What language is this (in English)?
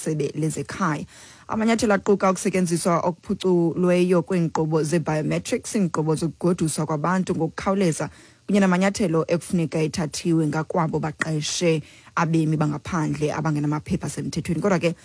Xhosa